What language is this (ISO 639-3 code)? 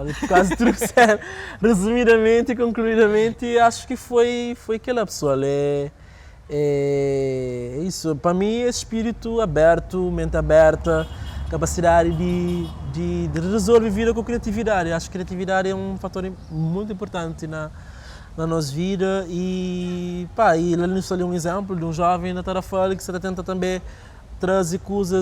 kea